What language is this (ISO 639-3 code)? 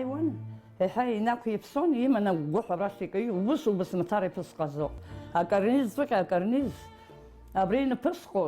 abk